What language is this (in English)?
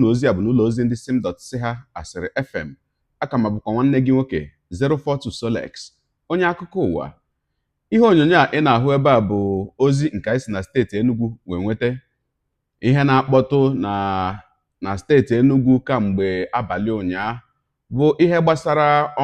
Igbo